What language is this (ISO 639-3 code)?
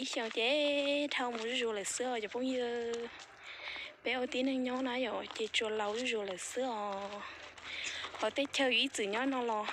hmn